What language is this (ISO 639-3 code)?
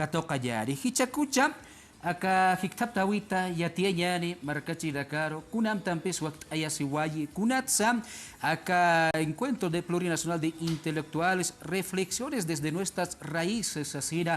aym